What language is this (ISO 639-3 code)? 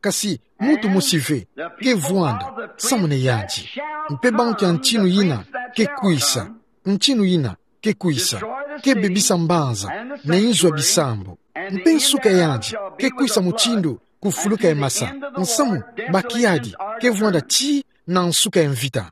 ktu